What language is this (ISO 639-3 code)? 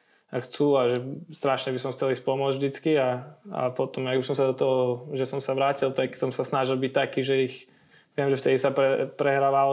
slk